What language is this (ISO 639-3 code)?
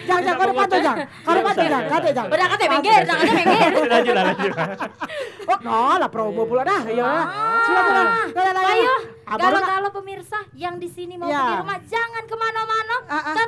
mui